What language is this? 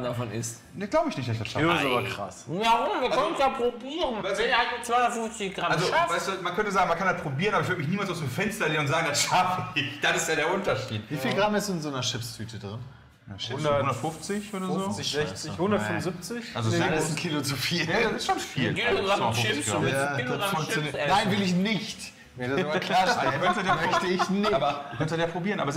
German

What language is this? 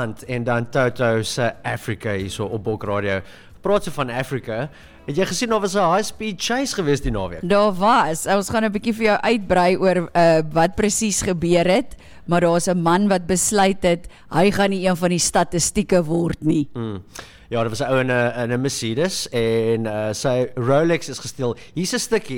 Afrikaans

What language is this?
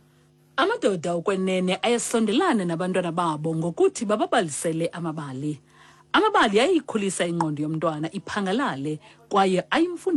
Xhosa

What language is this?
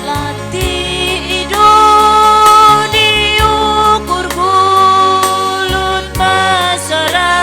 Batak Karo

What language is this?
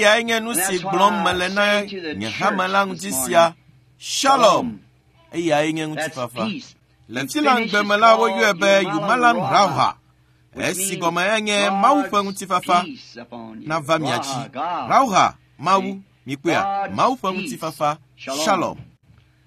Ewe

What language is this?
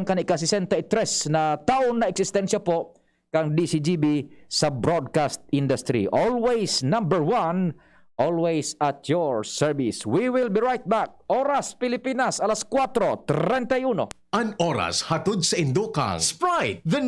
Bikol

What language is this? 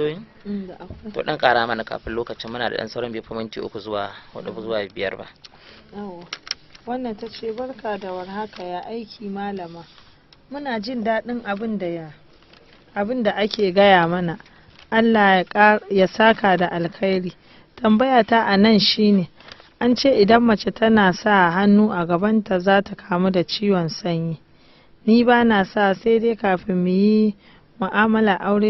Hausa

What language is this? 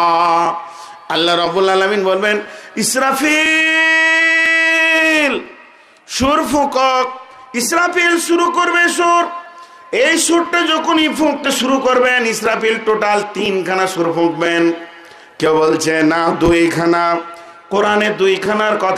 Bangla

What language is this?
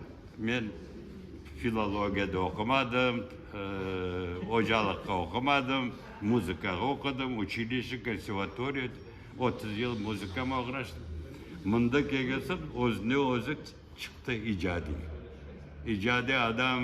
Crimean Tatar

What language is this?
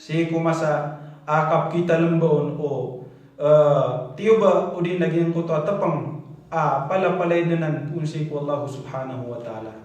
Maranao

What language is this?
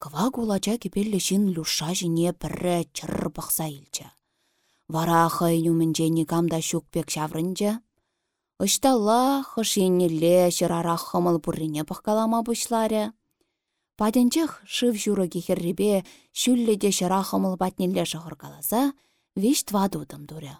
Chuvash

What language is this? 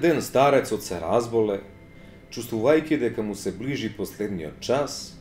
Macedonian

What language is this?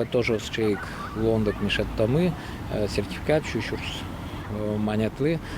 Udmurt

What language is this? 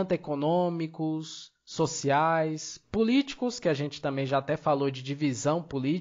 Portuguese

